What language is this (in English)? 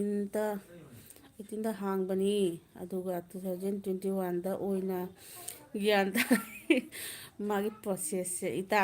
Manipuri